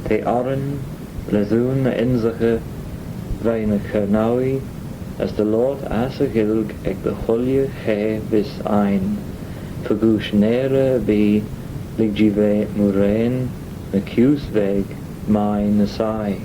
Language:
Manx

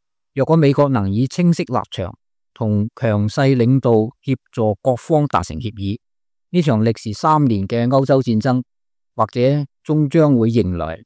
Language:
Cantonese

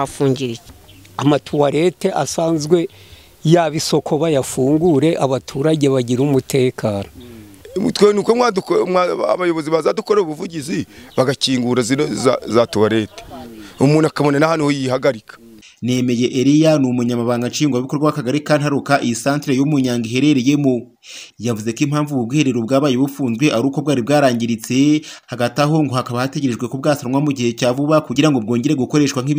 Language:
Kinyarwanda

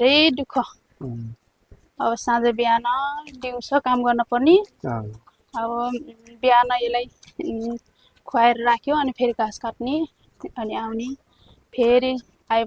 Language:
Nepali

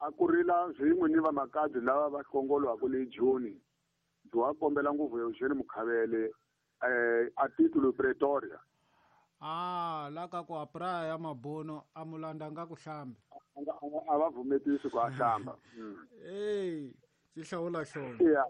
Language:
Tsonga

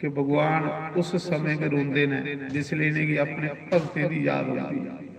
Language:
Dogri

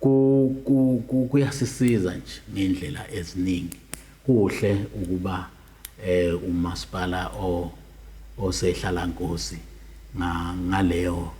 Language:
Zulu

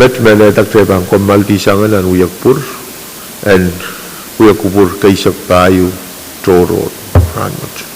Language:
Pohnpeian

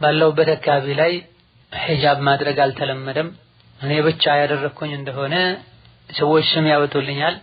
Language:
Amharic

